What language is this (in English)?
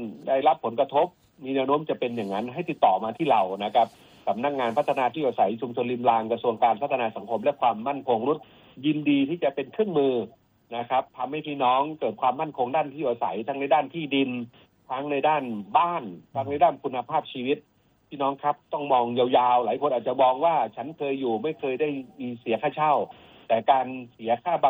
Thai